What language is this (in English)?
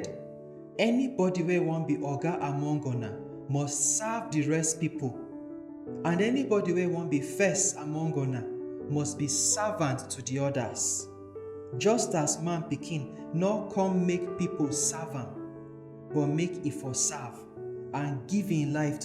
Nigerian Pidgin